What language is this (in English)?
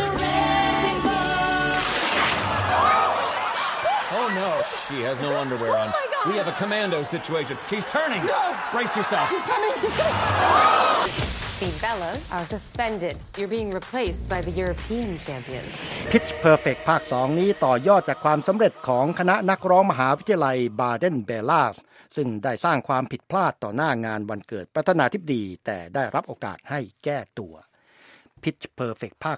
Thai